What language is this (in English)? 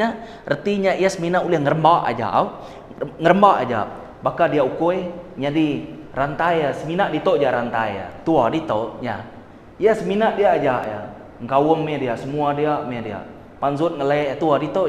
Iban